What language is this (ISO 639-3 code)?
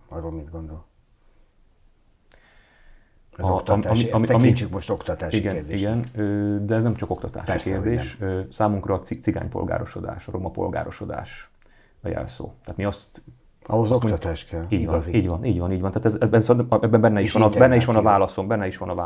hun